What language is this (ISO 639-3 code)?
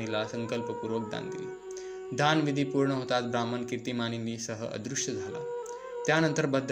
mar